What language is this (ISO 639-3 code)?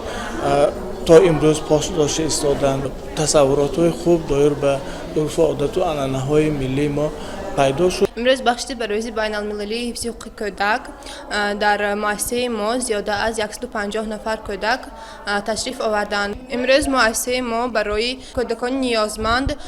tgk